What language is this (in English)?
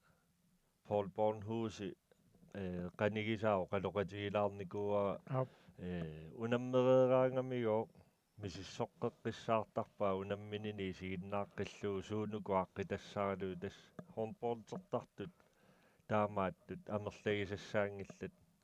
Kalaallisut